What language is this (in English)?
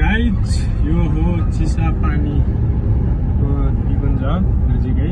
Nepali